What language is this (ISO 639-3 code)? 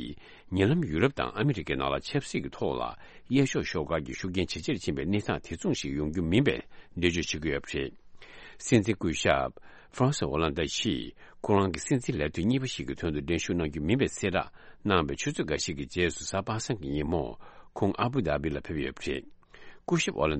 bod